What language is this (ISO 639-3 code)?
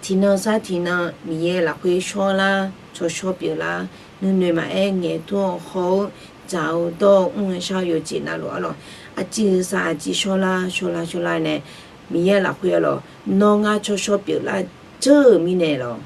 ahk